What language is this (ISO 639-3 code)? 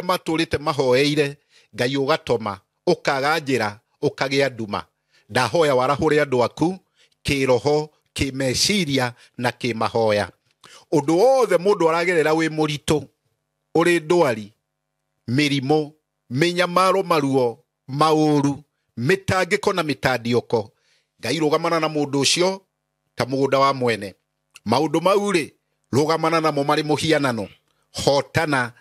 kik